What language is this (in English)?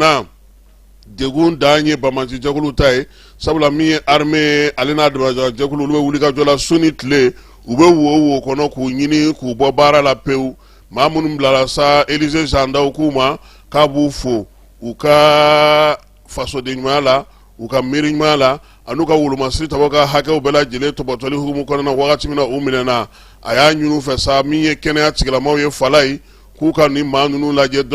Bambara